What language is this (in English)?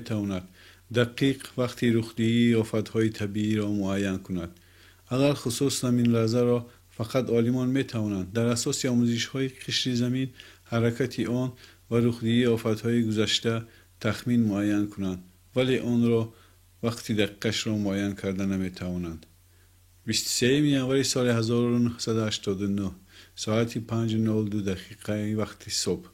Tajik